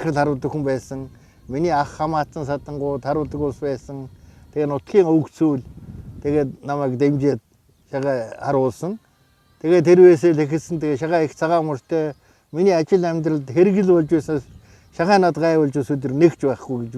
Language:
Mongolian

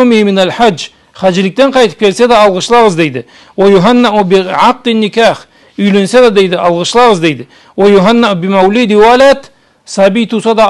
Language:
Karachay-Balkar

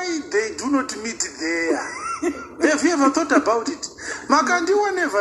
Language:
Shona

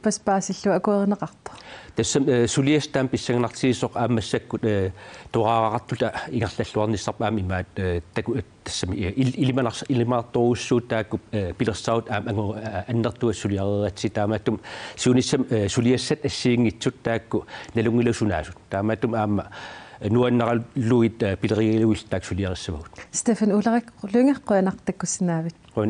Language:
Kalaallisut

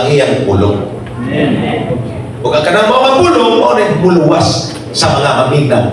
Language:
Cebuano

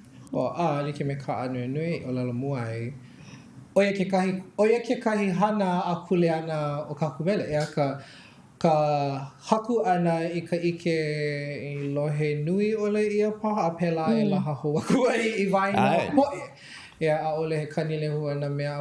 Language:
Hawaiian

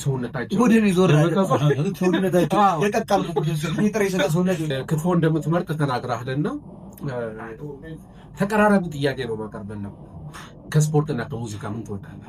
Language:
Amharic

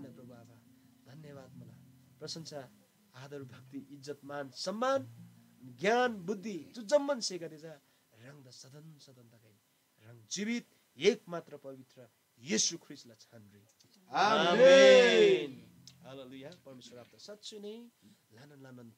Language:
Eastern Tamang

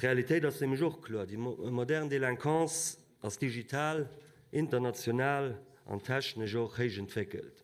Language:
Luxembourgish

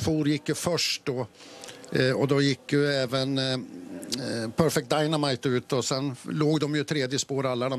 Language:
Swedish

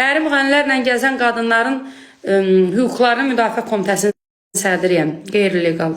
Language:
Azerbaijani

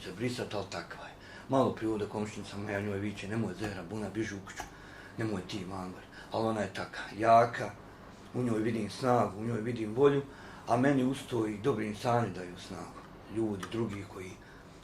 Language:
Bosnian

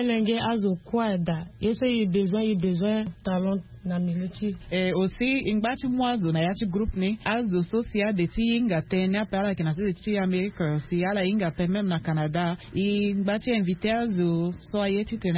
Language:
Sango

